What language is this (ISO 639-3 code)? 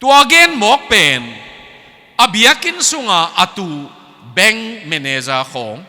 ctd